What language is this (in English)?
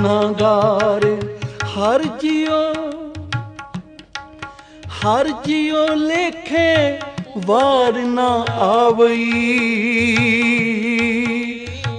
Punjabi